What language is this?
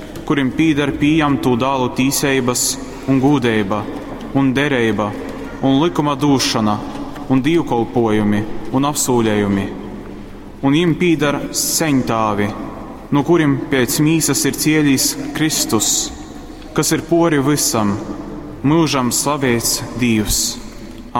Latgalian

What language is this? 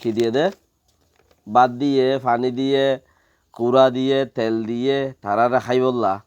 Rohingya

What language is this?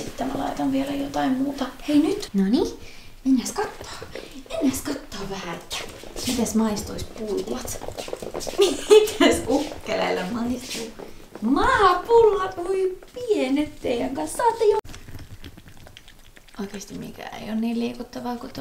Finnish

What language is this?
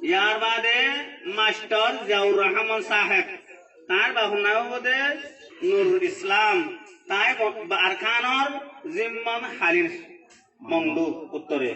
Rohingya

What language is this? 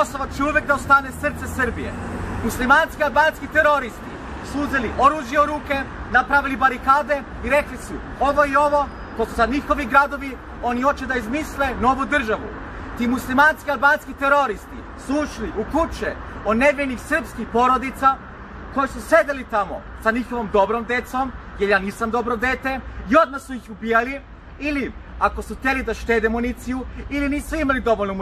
Serbian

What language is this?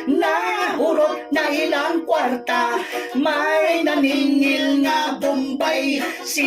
Cebuano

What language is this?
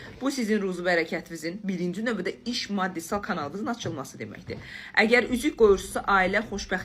Azerbaijani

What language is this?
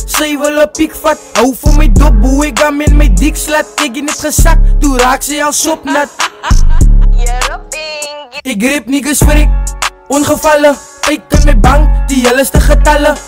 Afrikaans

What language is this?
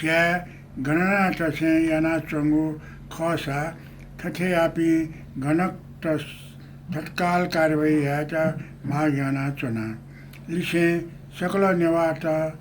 Newari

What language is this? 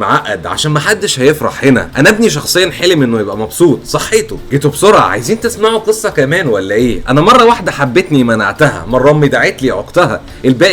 Egyptian Arabic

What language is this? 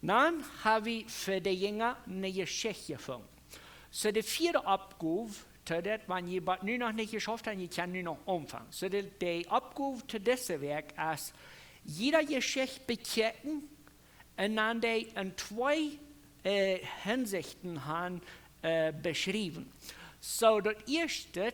Plautdietsch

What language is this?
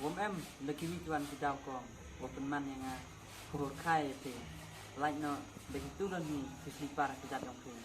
Khasi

